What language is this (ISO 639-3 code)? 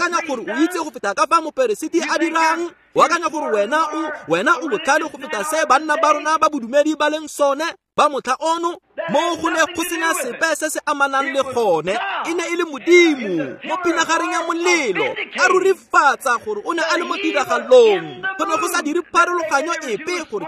tsn